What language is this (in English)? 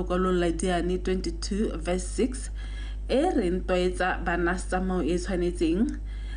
Tswana